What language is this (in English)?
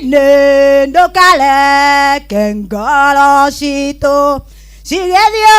Kikuyu